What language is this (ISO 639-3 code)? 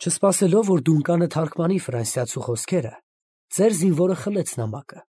hye